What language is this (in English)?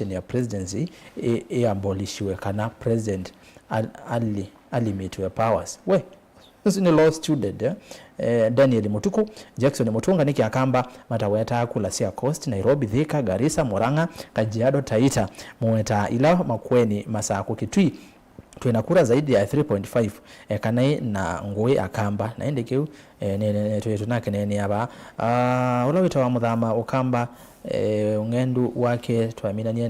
Kamba